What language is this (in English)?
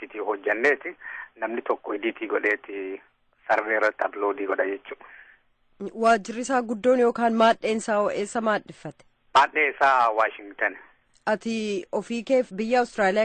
Oromo